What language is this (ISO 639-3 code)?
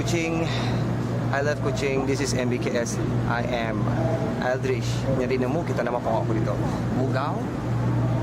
iba